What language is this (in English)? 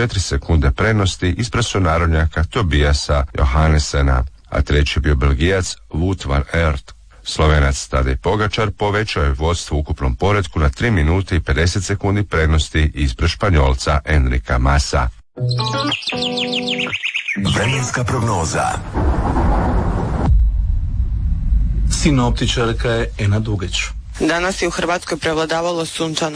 Croatian